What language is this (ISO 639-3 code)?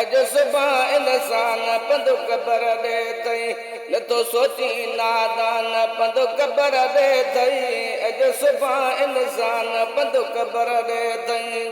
snd